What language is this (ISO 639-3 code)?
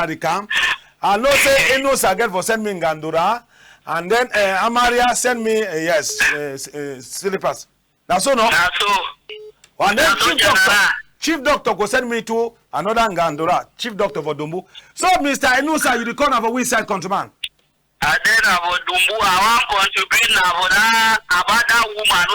wes